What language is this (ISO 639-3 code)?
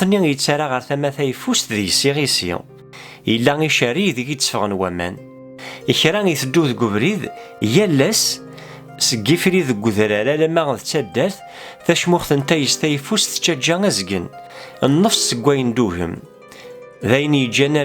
kab